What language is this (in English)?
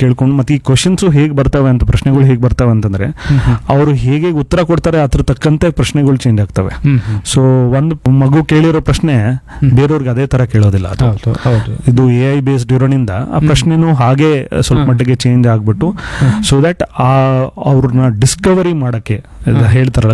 Kannada